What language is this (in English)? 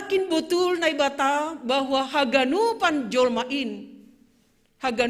Batak Simalungun